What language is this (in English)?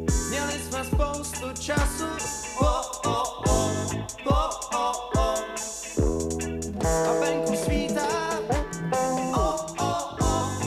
Czech